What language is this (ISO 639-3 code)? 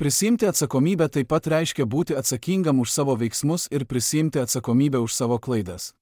lit